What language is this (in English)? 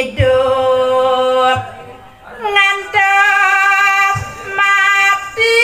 Balinese